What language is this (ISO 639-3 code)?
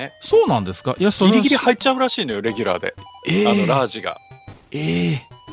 jpn